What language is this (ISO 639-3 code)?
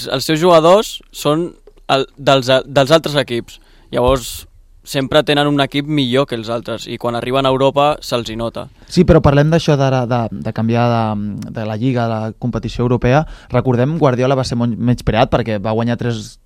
cat